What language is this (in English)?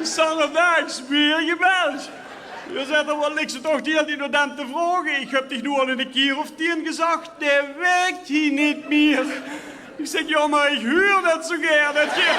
Limburgish